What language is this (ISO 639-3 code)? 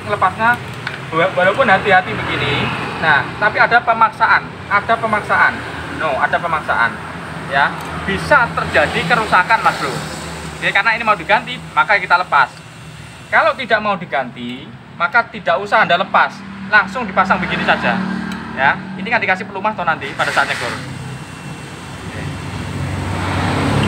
ind